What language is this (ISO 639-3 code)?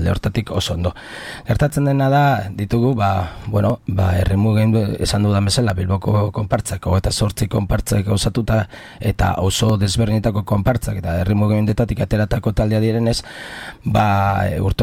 eus